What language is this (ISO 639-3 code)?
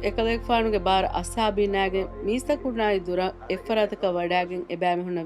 div